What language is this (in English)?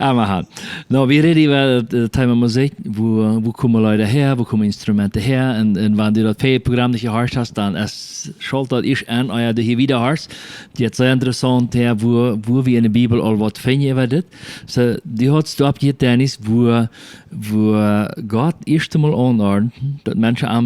Plautdietsch